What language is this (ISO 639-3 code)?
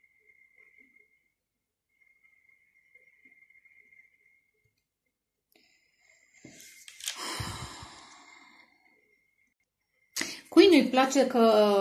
ron